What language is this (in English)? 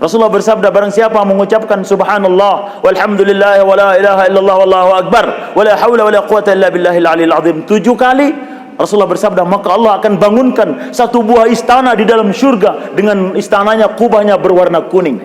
Sasak